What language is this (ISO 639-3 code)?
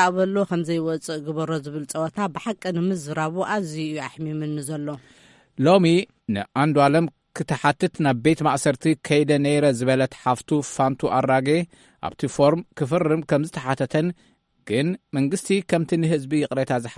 tir